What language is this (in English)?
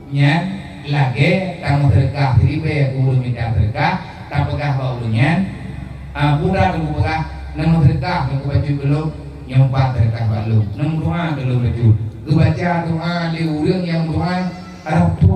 Achinese